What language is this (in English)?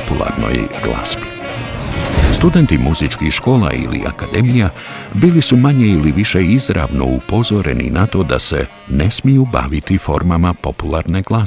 Bosnian